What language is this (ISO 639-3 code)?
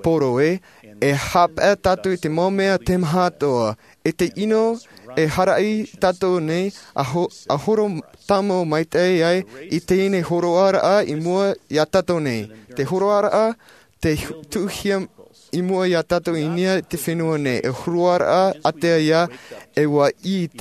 tah